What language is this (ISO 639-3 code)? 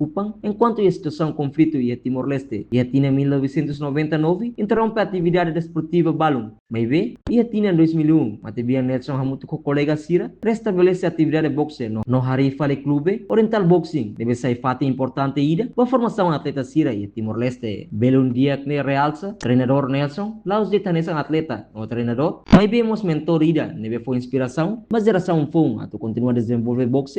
tet